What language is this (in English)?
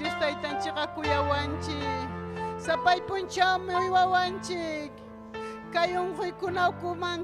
Ayacucho Quechua